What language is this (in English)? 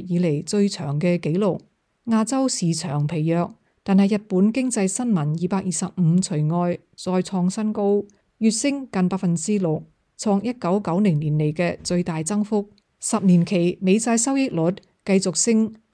Cantonese